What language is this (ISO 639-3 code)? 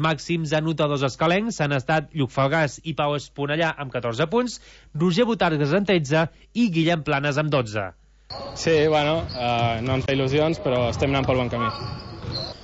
cat